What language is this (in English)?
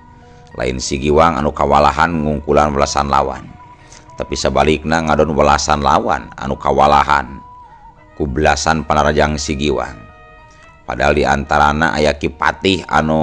Sundanese